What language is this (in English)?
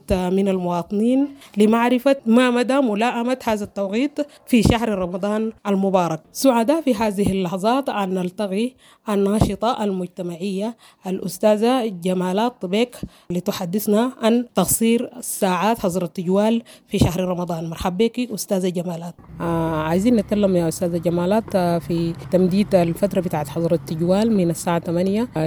Sudanese Arabic